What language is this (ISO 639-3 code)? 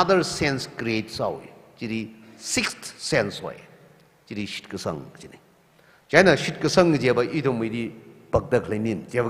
nmf